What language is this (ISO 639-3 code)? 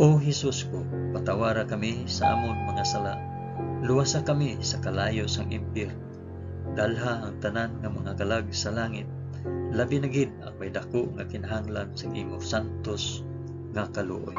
hil